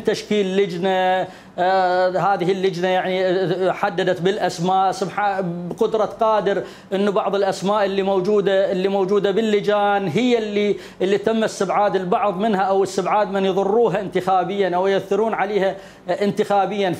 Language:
Mesopotamian Arabic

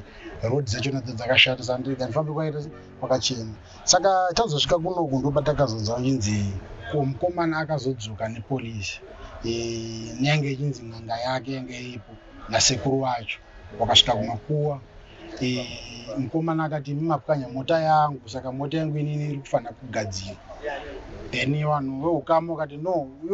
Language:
Shona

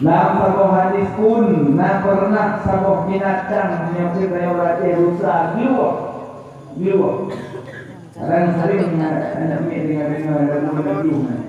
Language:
Achinese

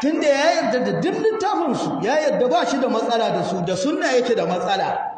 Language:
Hausa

